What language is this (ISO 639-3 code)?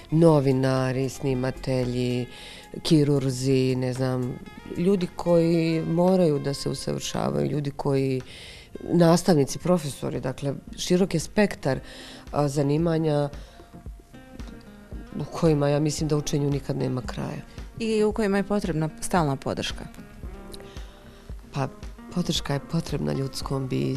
bos